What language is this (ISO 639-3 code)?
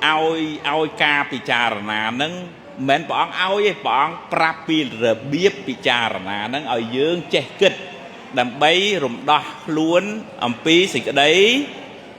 khm